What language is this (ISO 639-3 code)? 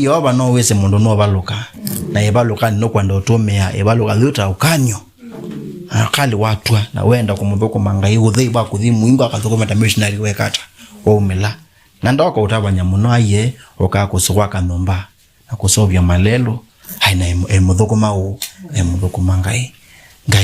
kam